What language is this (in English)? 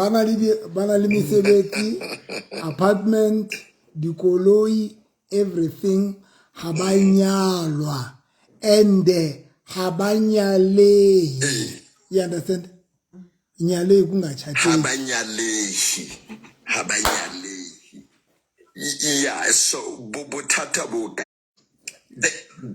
Southern Sotho